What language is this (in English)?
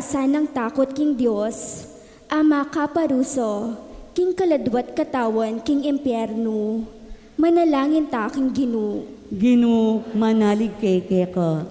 Pampanga